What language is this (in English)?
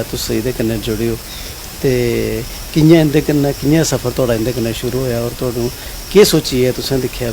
Dogri